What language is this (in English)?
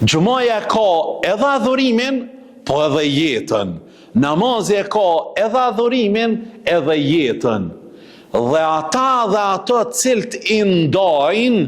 Albanian